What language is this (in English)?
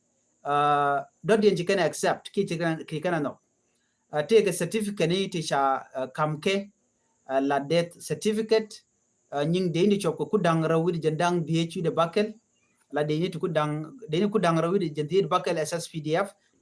Nuer